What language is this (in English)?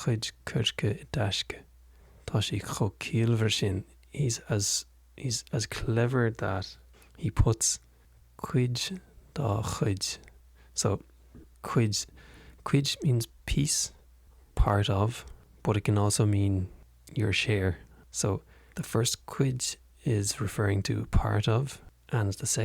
Irish